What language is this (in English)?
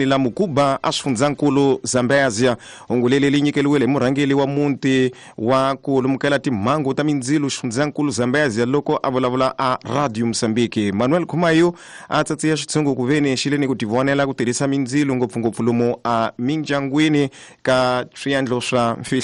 Tsonga